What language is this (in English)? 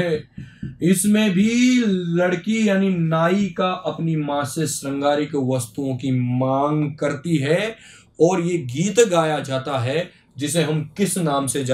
Hindi